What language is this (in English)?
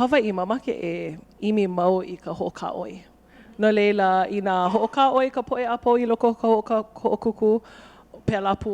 Hawaiian